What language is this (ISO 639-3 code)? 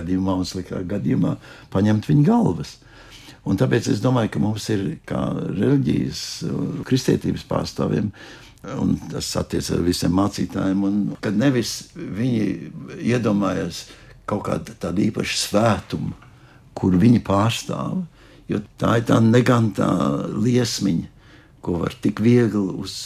lav